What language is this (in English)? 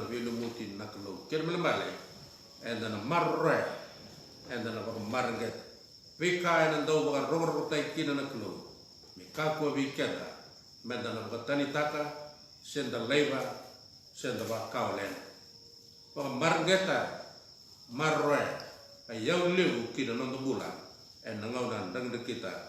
Fijian